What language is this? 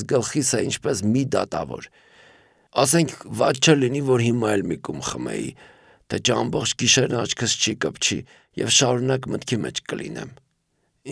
Armenian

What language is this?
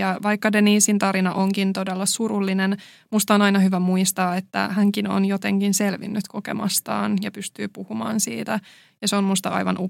Finnish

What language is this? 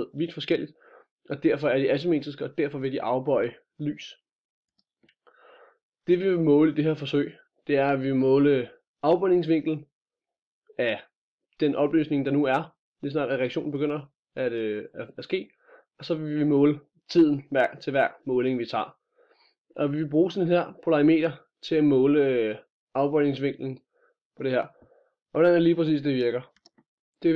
Danish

